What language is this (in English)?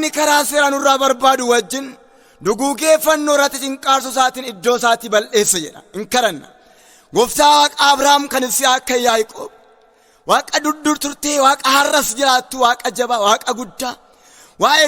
Oromo